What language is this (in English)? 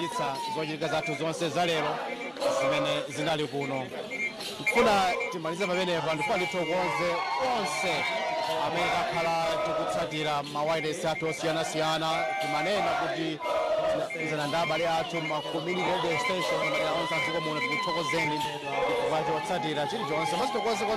Nyanja